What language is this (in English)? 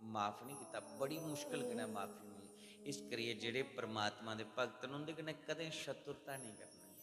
Dogri